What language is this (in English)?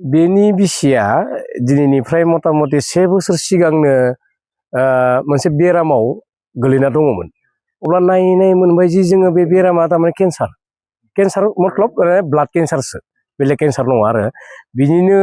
Bodo